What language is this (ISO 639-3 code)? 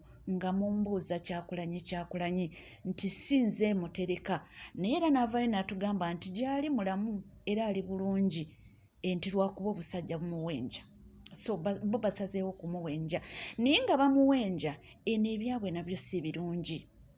lug